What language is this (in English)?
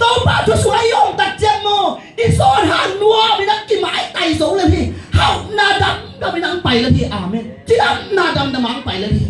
Tedim Chin